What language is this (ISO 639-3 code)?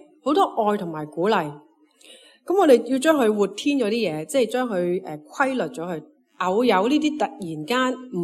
yue